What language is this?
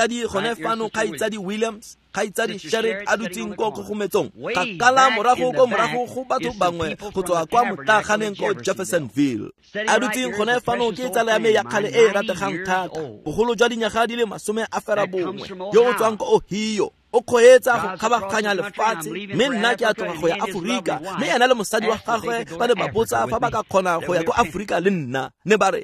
Tswana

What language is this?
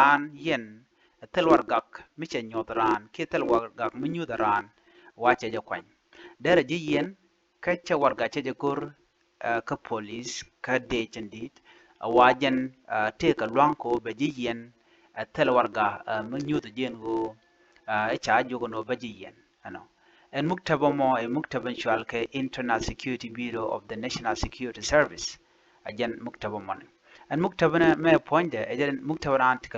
Nuer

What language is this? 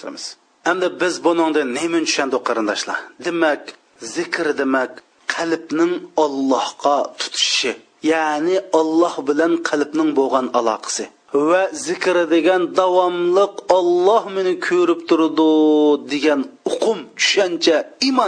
Uyghur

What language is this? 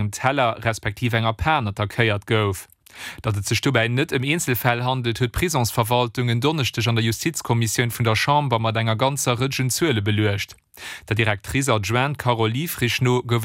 Luxembourgish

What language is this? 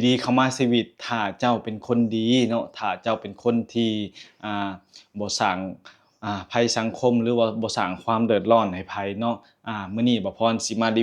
Lao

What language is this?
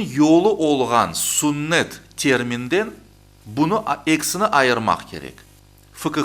Crimean Tatar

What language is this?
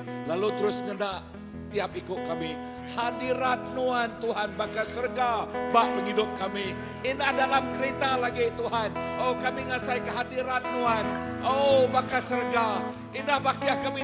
Iban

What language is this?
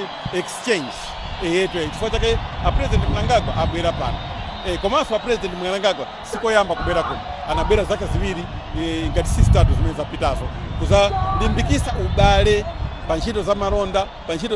Nyanja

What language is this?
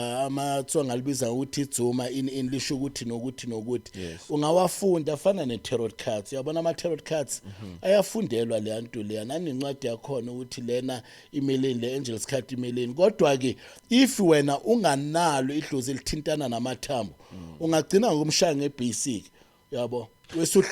Zulu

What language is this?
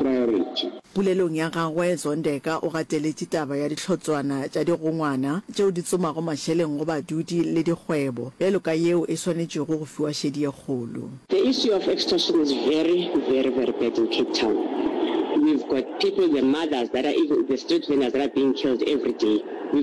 Northern Sotho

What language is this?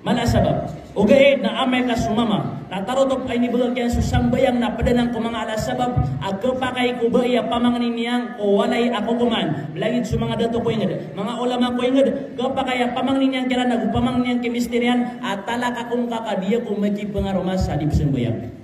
Maranao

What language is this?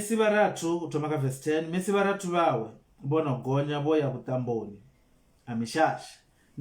Venda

